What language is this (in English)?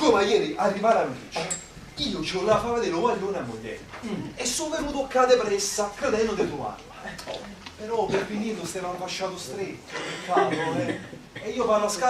Neapolitan